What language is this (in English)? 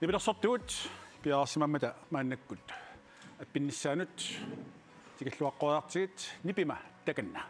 Kalaallisut